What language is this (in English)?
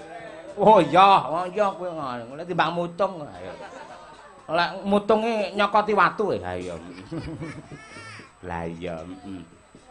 Javanese